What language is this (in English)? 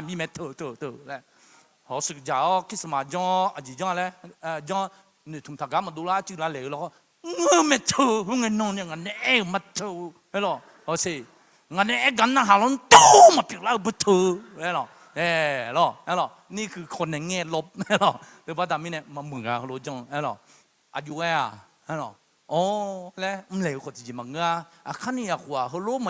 Akha